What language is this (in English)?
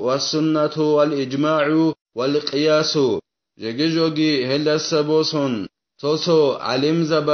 Avaric